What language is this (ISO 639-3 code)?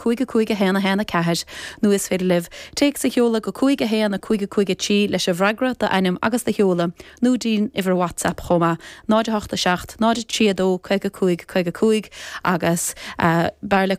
gle